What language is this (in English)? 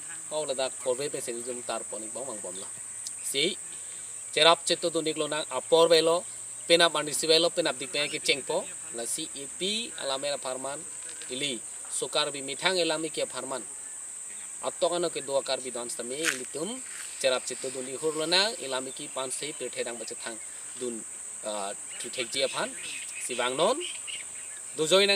Karbi